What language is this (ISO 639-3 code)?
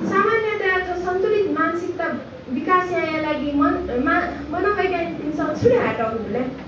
new